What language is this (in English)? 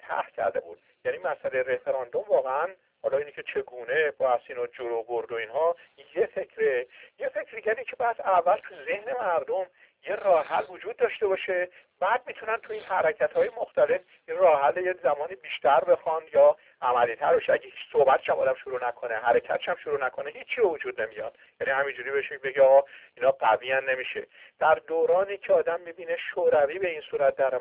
Persian